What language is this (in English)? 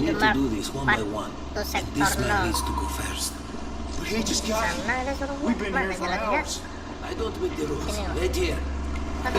Banjar